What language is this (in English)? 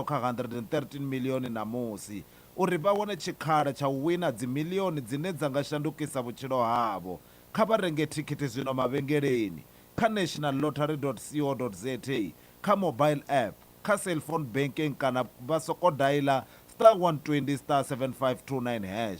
Venda